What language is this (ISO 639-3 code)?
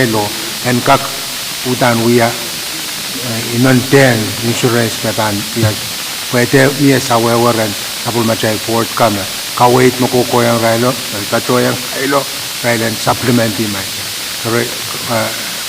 pon